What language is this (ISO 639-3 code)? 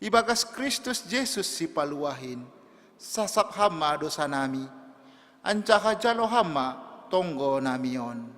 bts